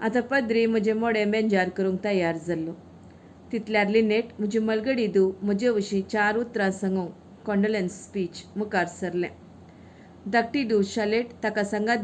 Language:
Konkani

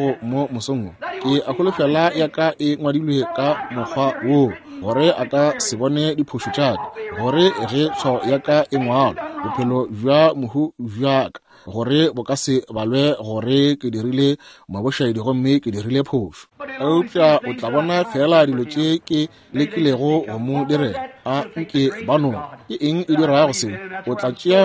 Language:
Northern Sotho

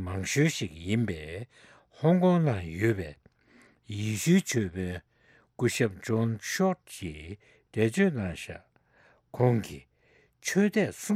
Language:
Tibetan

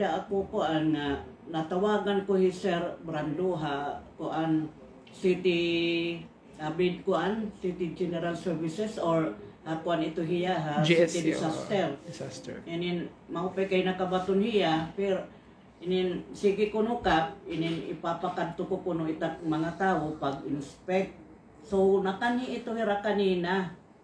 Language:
Waray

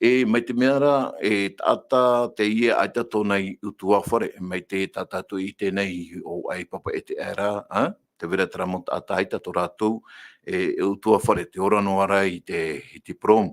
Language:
Tahitian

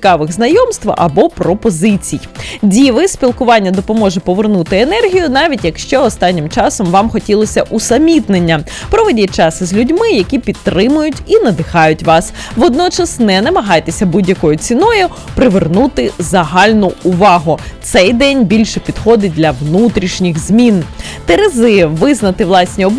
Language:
Ukrainian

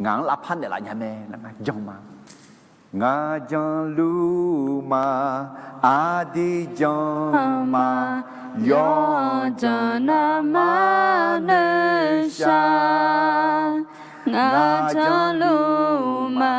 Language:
Akha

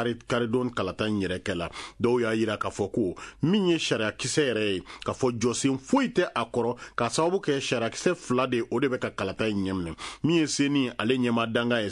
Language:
Bambara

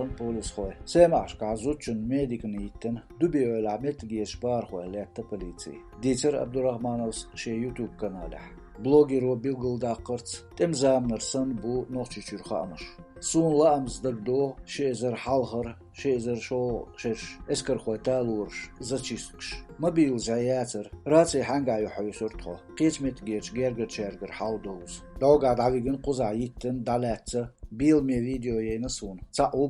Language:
Chechen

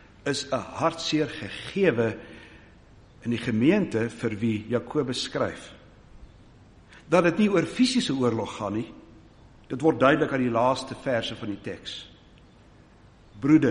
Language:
Afrikaans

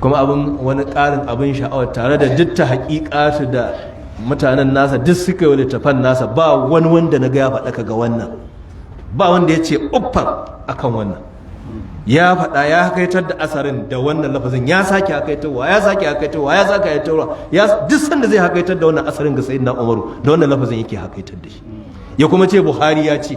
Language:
Hausa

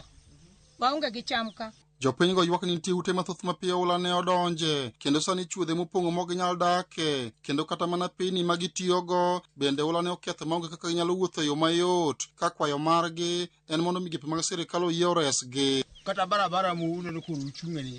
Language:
Luo (Kenya and Tanzania)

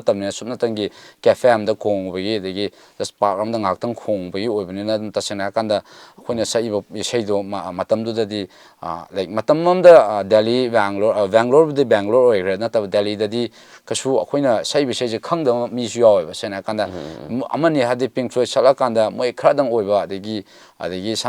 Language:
Manipuri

